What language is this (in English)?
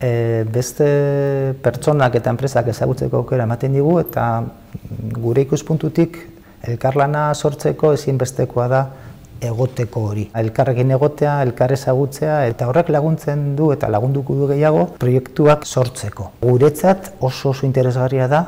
Basque